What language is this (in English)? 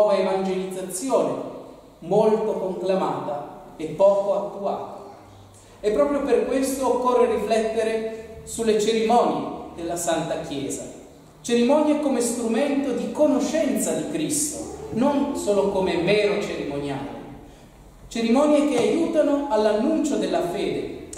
Italian